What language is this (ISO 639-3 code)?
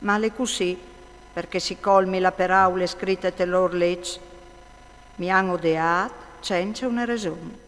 fur